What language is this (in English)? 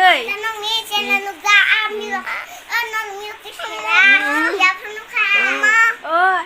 Kok Borok